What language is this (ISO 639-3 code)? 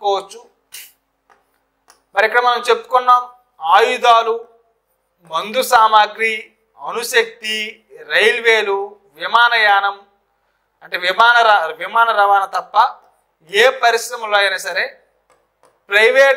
tel